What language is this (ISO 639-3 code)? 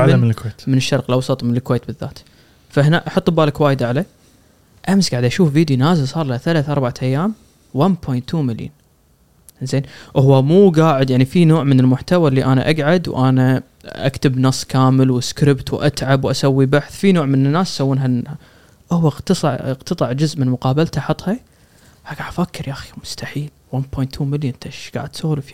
afb